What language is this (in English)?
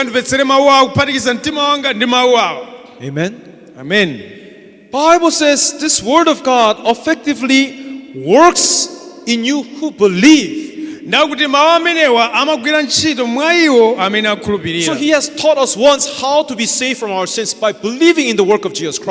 Nyanja